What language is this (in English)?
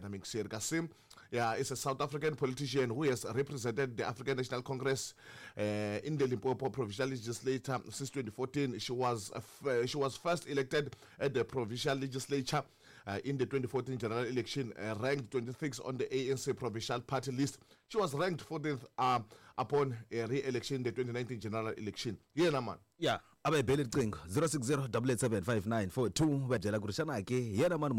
Tsonga